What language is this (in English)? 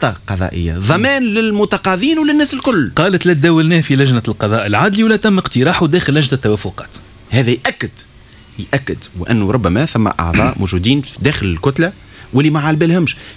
Tunisian Arabic